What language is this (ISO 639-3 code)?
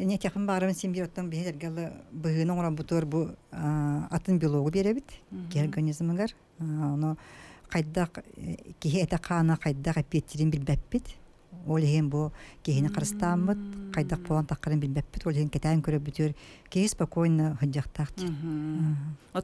sah